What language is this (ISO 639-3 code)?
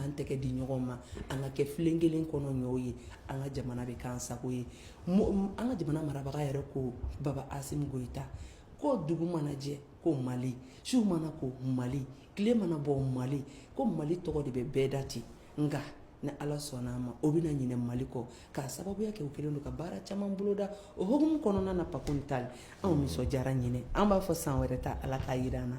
bam